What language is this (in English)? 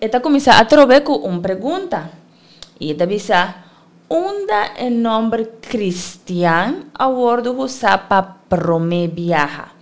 Papiamento